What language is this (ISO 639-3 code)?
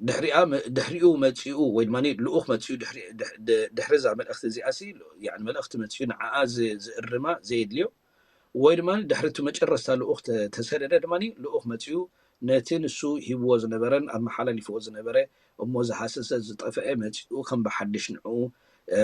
tir